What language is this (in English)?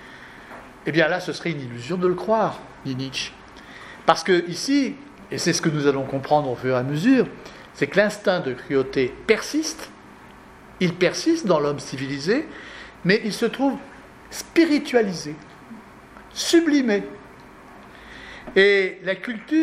French